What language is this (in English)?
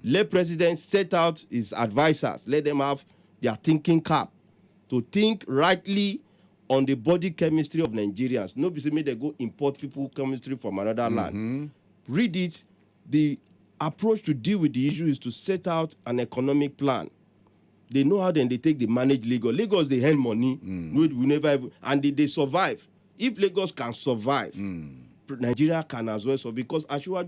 Nigerian Pidgin